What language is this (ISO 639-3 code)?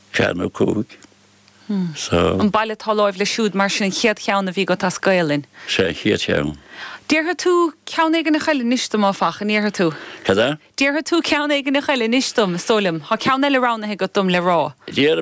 gle